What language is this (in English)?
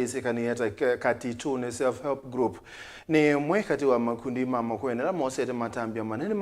Kamba